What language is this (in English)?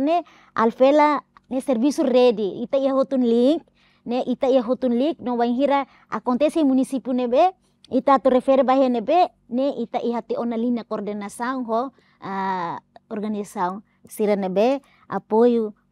Tetum